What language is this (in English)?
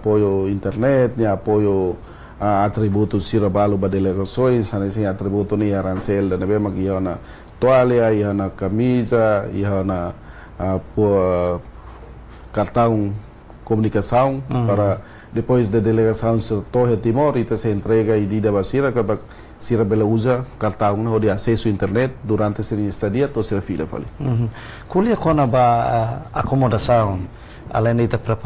Tetum